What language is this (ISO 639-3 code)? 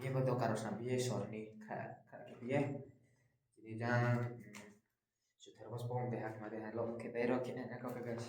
ria